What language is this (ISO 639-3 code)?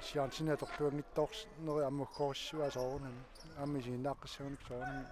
kal